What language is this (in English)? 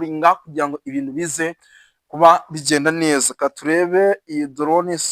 Kinyarwanda